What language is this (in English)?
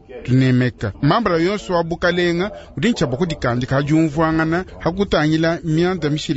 Luba-Lulua